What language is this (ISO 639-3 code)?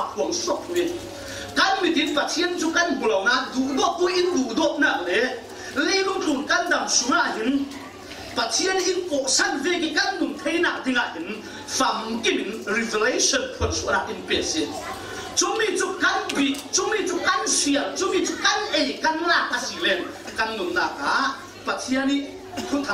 cfm